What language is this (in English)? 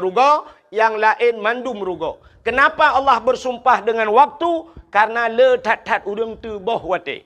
Achinese